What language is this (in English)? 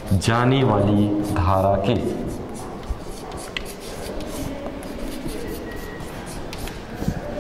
Hindi